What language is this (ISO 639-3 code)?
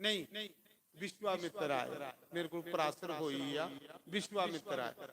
doi